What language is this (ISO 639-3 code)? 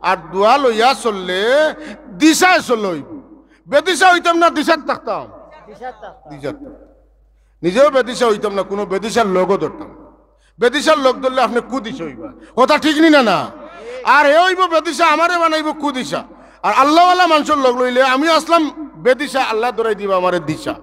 syl